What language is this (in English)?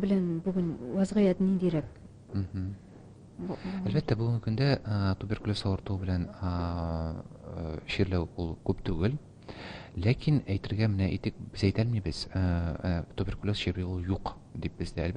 Tatar